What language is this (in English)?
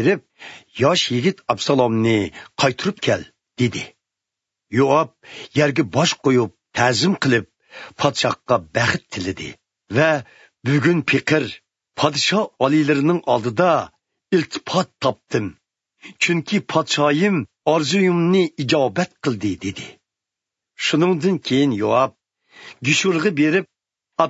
Uyghur